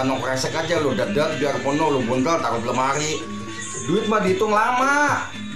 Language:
Betawi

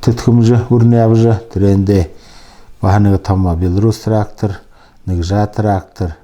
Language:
Buriat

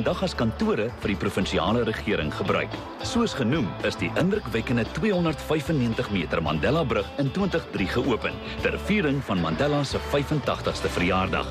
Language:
Afrikaans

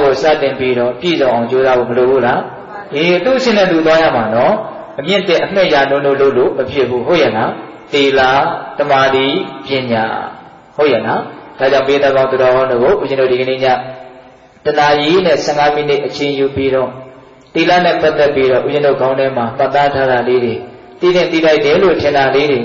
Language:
Burmese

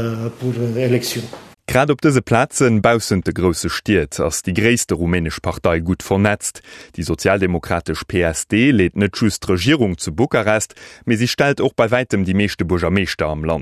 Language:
Luxembourgish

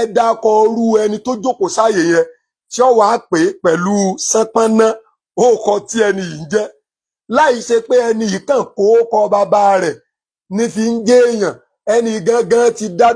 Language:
Yoruba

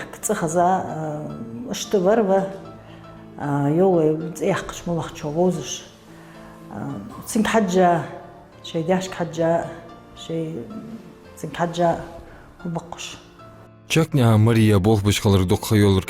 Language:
Ingush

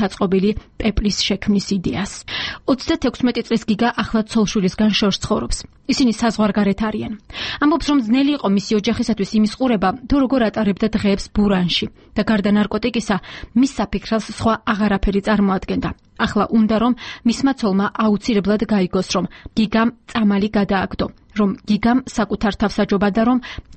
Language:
Georgian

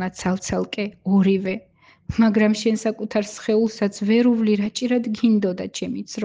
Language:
Georgian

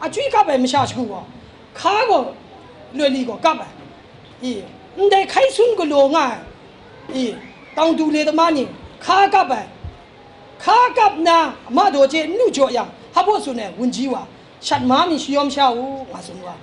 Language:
Kachin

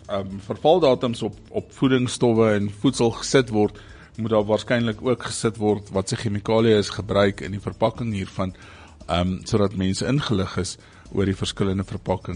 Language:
Afrikaans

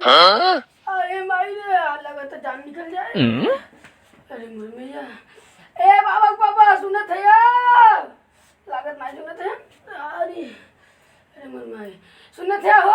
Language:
Awadhi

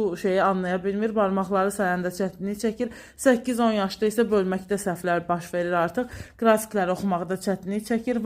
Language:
Azerbaijani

